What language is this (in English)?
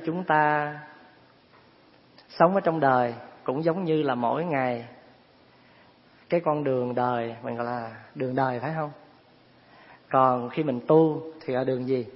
Vietnamese